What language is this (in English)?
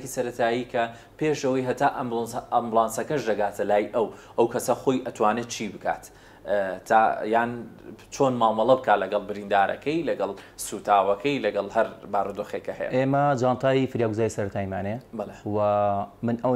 Central Kurdish